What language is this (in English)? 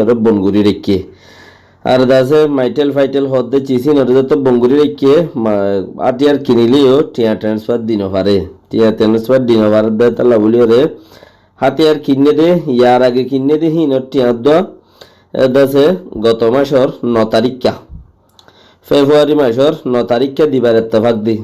Rohingya